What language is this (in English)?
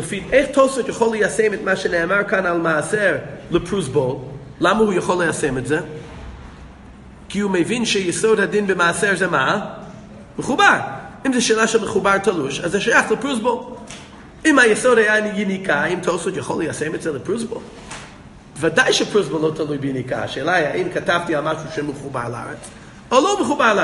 Hebrew